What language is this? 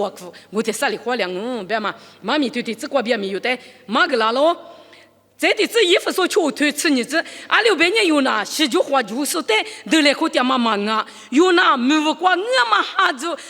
Lisu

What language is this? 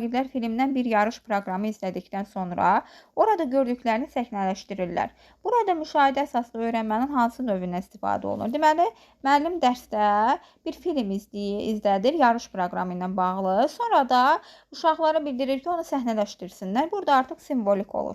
Azerbaijani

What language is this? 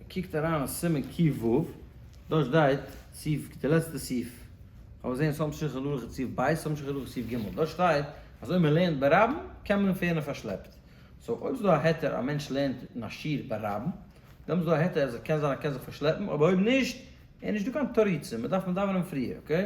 Yiddish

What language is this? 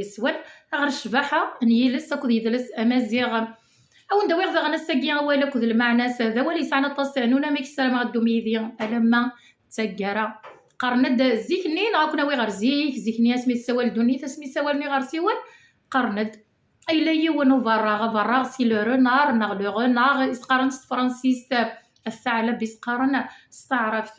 Kabyle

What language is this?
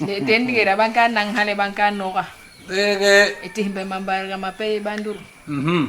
Basaa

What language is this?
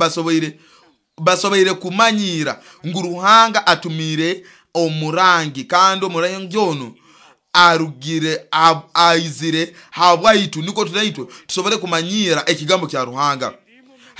Nyoro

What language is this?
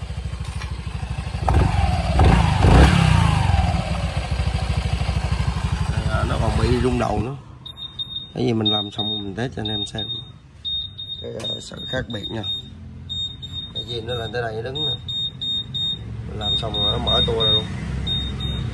Vietnamese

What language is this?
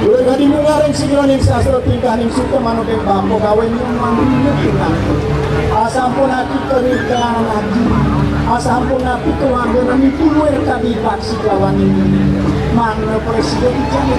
Balinese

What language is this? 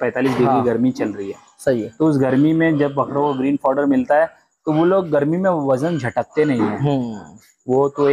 Hindi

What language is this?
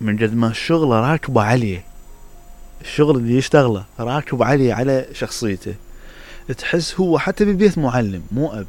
Mesopotamian Arabic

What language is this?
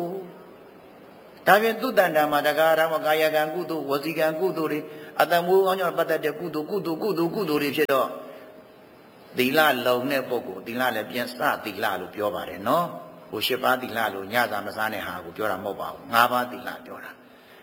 Burmese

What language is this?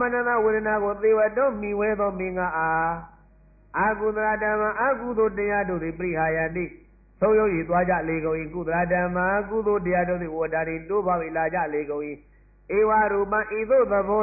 Burmese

